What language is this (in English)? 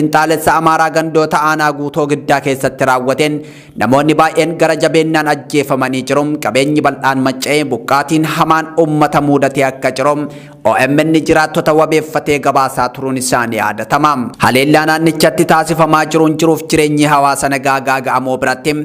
Oromo